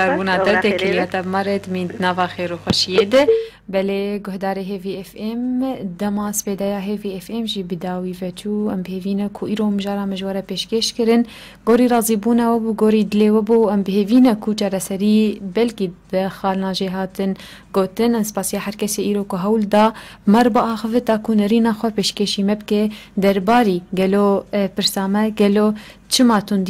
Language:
Kurdish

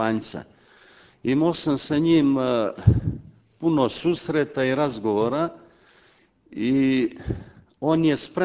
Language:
Serbian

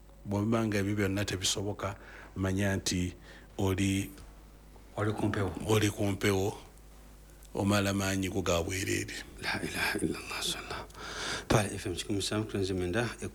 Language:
Ganda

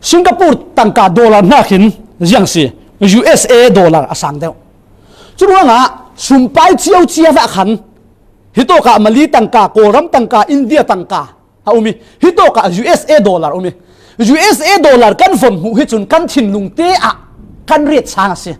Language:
Falam Chin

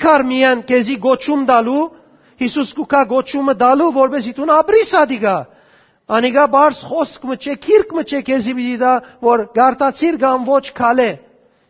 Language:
Western Armenian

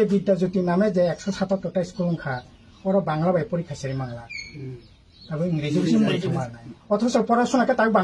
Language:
Riang (India)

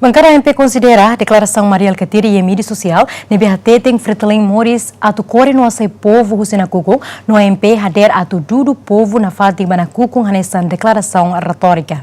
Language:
Tetum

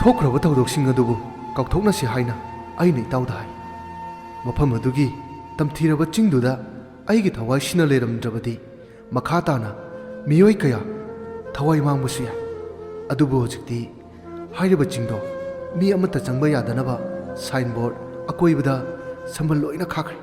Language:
Manipuri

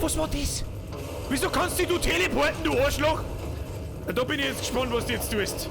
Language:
Bavarian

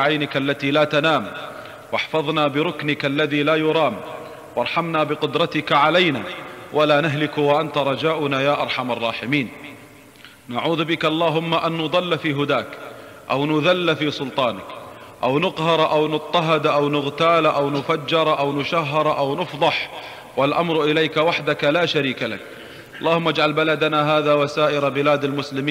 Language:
Arabic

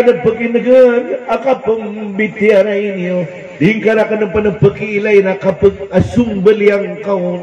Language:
Maranao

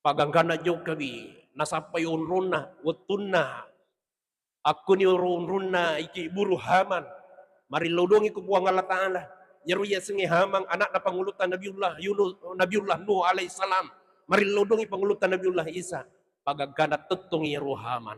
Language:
Buginese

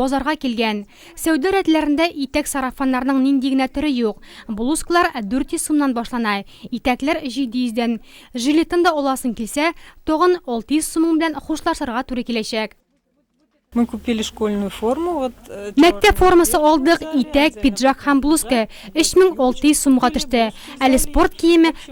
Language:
Tatar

